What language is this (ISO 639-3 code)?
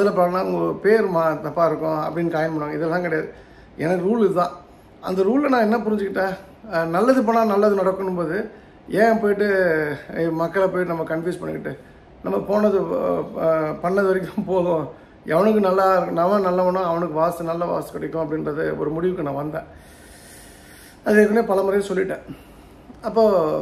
tam